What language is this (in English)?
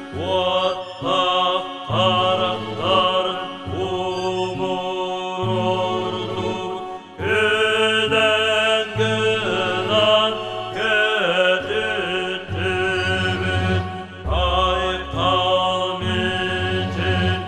Yakut